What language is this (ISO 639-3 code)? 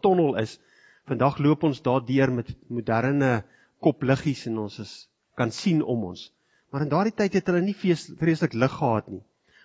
afr